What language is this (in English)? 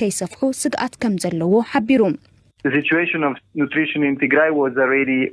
Tigrinya